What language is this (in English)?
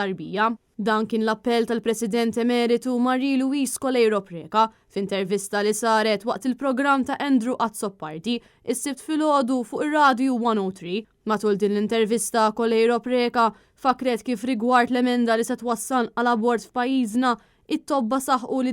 Maltese